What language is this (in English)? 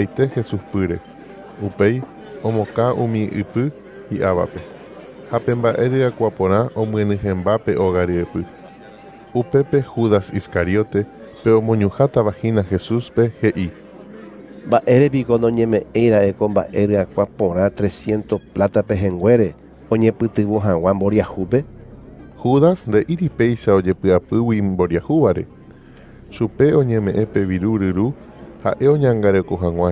Guarani